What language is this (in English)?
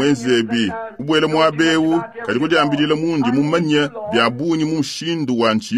Luba-Lulua